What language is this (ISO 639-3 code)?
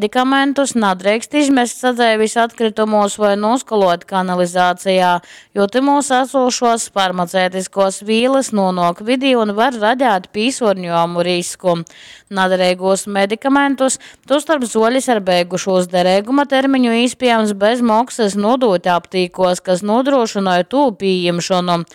ltg